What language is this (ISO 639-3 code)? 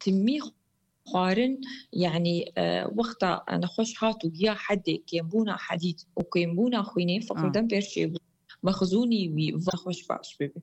kur